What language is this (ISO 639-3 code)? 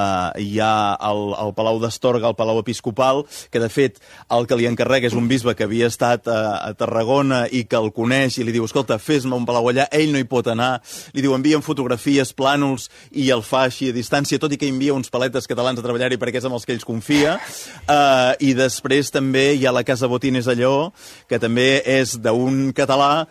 cat